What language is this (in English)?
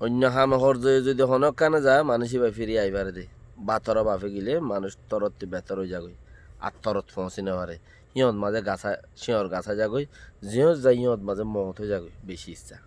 Rohingya